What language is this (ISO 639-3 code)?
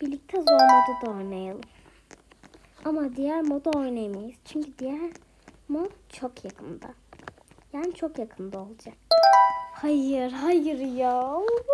tur